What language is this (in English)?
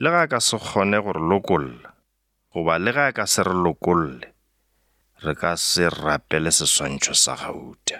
Northern Sotho